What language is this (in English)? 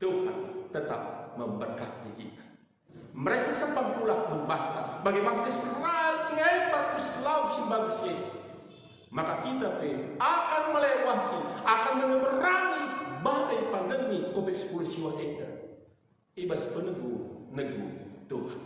Batak Karo